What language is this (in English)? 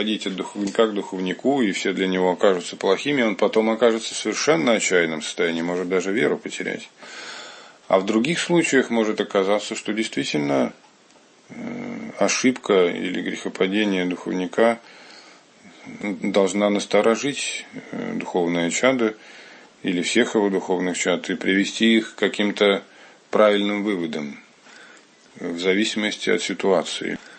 Russian